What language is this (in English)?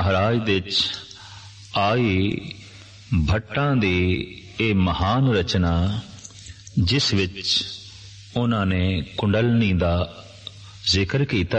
Punjabi